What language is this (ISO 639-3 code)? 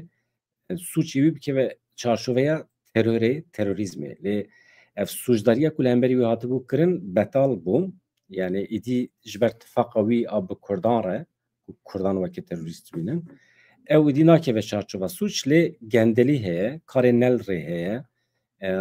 kur